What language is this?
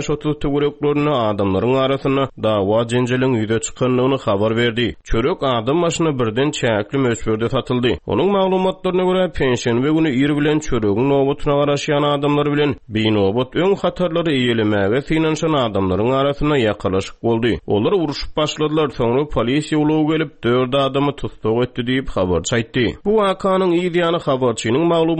Turkmen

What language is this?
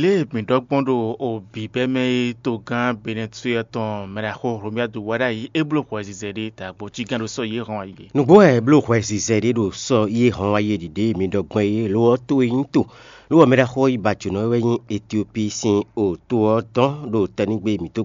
Fon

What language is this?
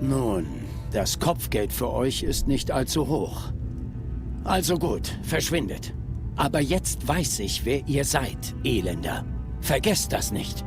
Swiss German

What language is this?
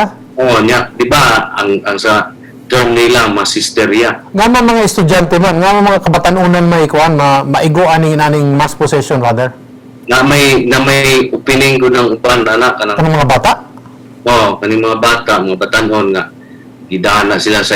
Cebuano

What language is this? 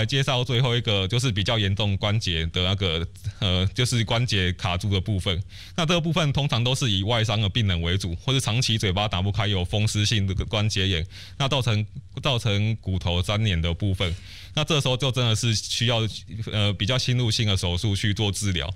Chinese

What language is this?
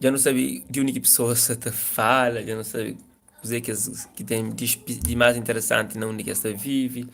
Kabuverdianu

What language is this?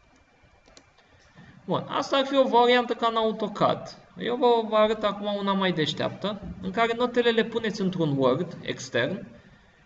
Romanian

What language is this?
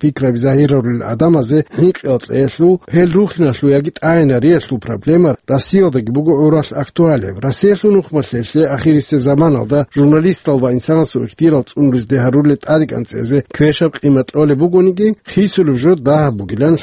Avaric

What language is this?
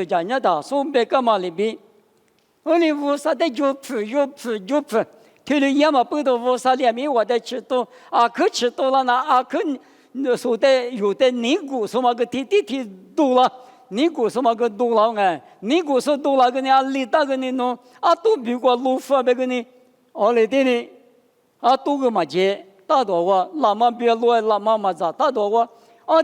Lisu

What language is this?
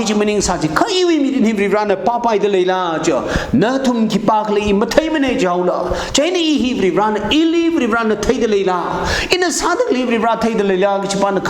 Tangkhul Naga (India)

